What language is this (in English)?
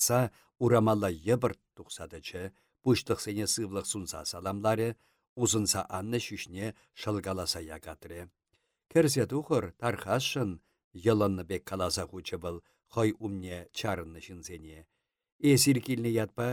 Chuvash